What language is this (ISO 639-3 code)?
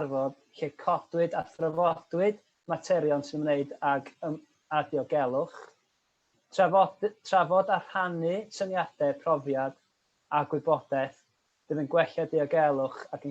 cym